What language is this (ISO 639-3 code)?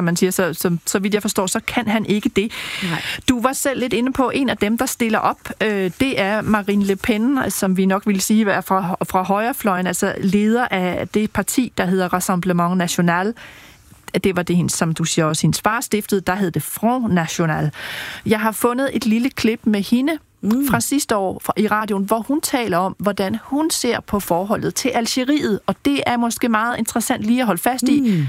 dan